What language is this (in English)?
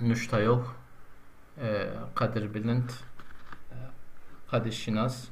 Zaza